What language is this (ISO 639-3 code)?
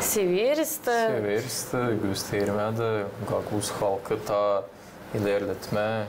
gag